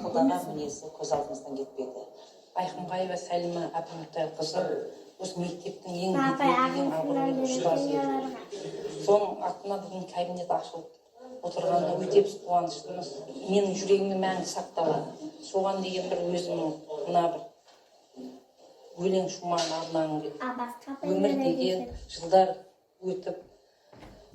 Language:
Kazakh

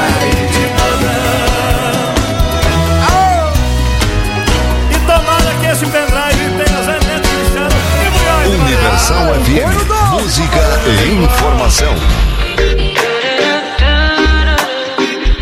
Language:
Portuguese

